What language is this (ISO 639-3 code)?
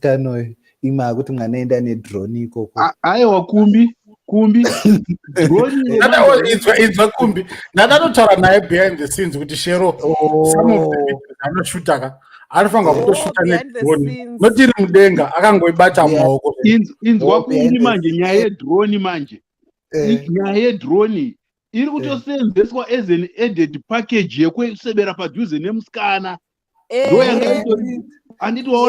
sna